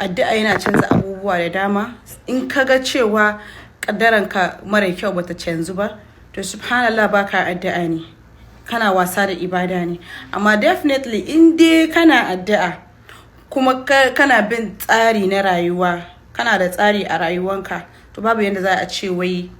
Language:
Hausa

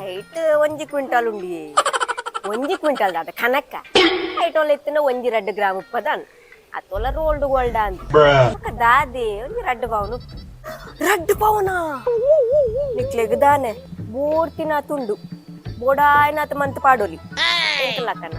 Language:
Tulu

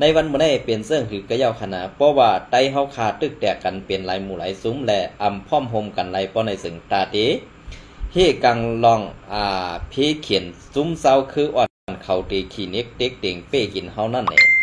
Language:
Shan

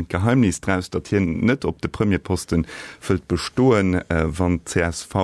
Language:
Luxembourgish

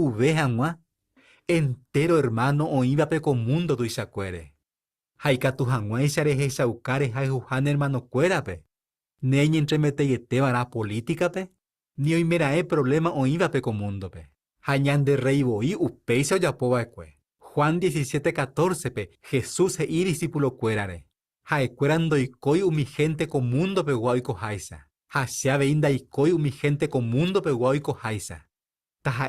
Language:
Guarani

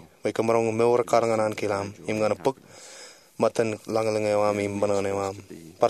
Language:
Marshallese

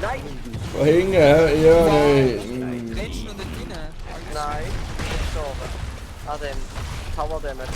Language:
Swiss German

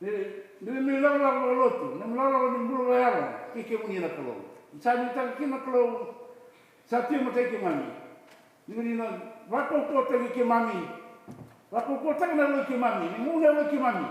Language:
Fijian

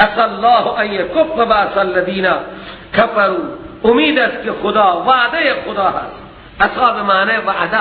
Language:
Persian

